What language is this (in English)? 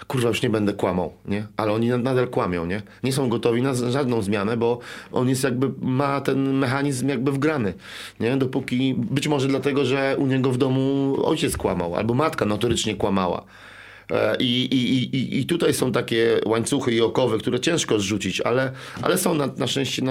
Polish